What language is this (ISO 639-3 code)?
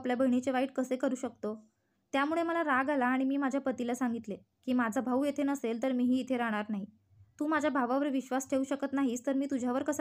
mar